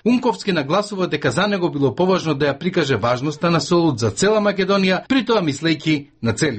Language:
Macedonian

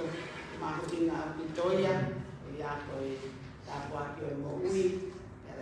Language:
Tongan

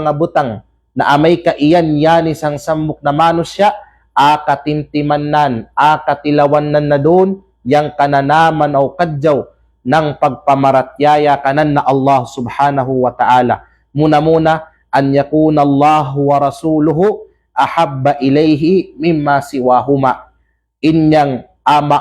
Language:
Kalagan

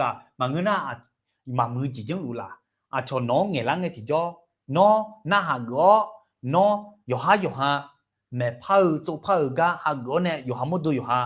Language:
Akha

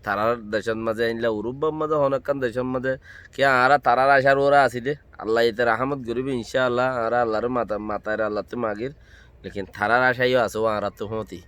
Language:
Rohingya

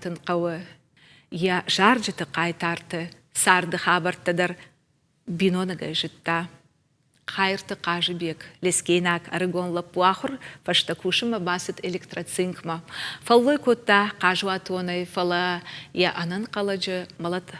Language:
Ossetic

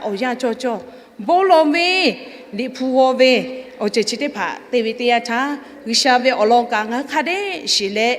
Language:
Lahu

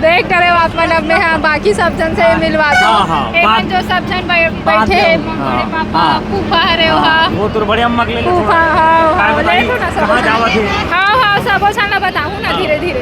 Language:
Chhattisgarhi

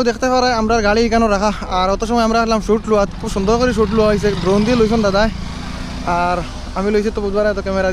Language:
Sylheti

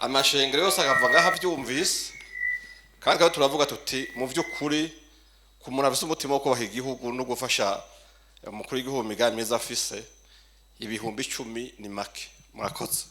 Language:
Rundi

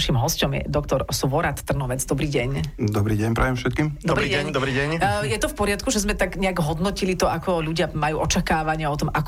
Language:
Slovak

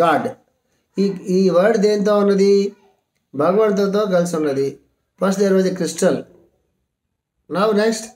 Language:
Telugu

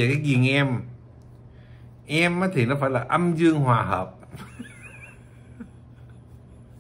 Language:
Vietnamese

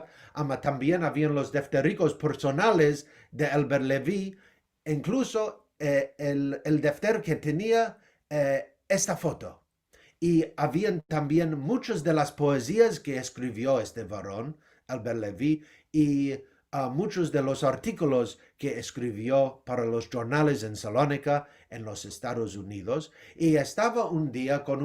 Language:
Ladino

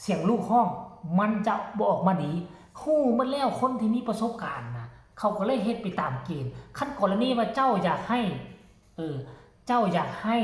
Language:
Northeastern Thai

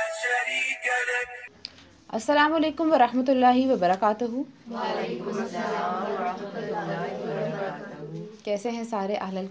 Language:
Urdu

